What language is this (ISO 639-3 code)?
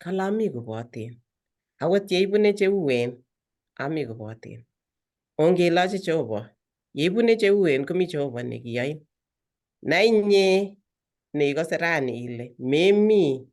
kln